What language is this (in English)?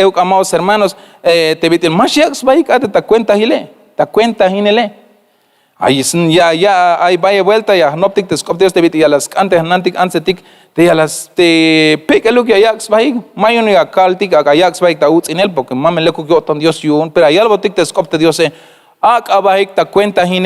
Tzeltal